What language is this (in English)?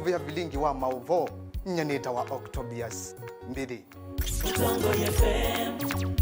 Kamba